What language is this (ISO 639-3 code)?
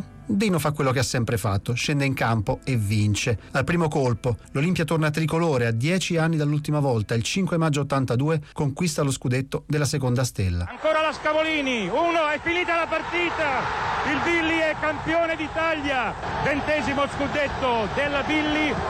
ita